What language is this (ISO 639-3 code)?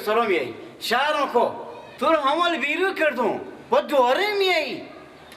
fas